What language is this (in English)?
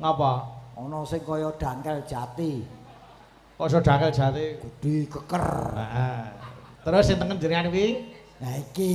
Javanese